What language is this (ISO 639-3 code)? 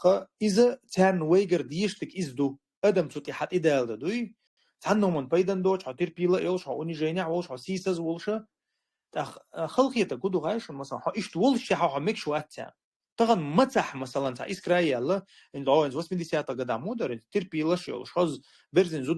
che